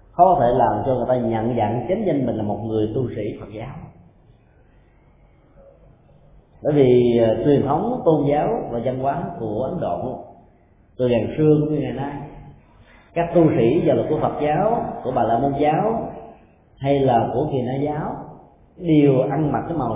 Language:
Vietnamese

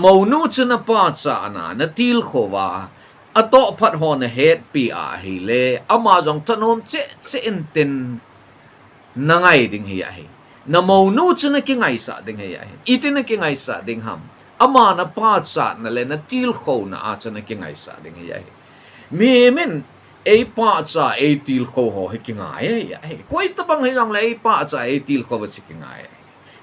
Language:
Thado Chin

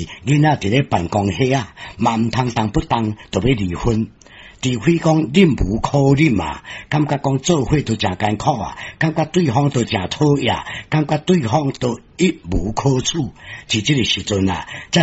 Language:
Min Nan Chinese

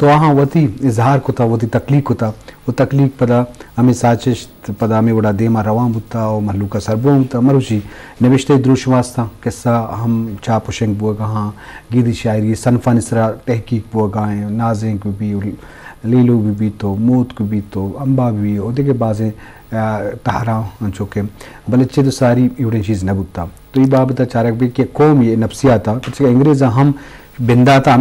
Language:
Eastern Balochi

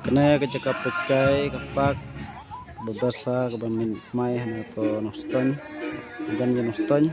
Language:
Khasi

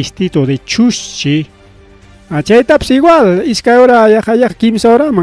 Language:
Ayacucho Quechua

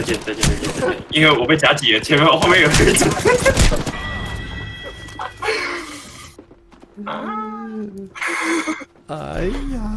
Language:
Chinese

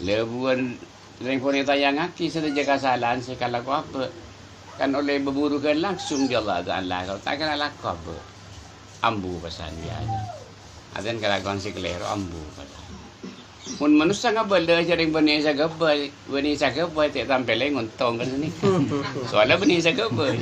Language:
Madurese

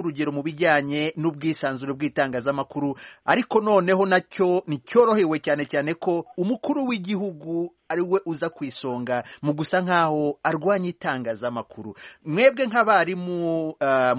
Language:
Kinyarwanda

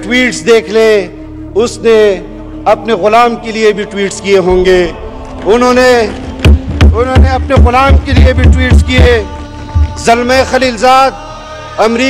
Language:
Urdu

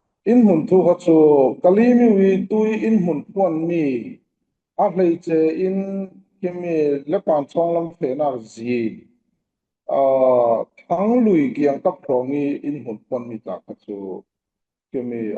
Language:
Falam Chin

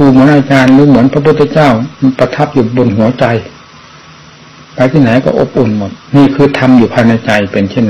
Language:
Thai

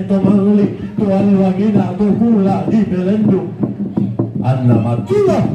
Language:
Toraja-Sa'dan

